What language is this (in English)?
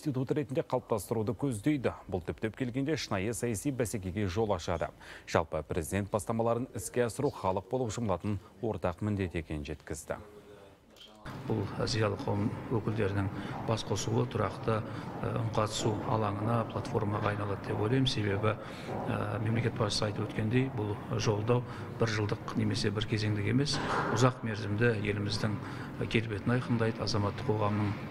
Kazakh